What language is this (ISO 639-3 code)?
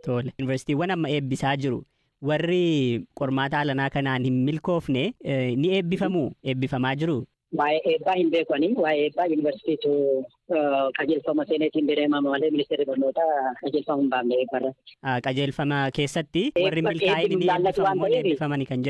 orm